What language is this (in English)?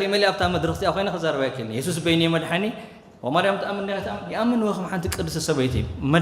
Tigrinya